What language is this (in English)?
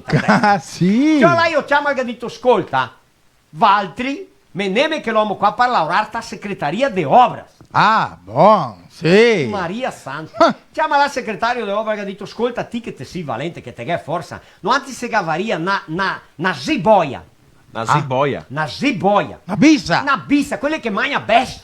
Venetian